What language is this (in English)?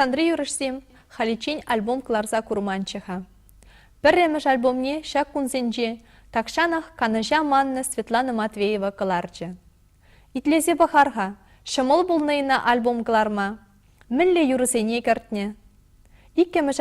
Chuvash